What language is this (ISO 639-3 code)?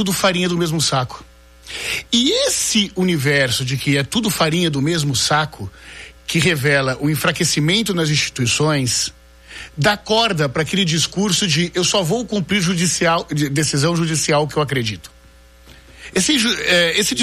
por